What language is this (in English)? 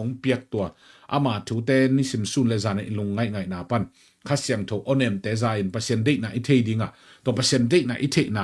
Tedim Chin